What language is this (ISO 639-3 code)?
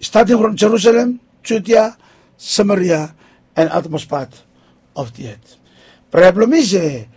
bis